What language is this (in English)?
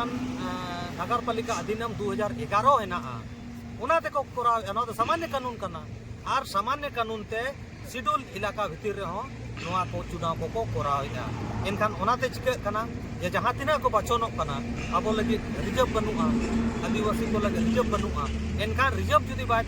Santali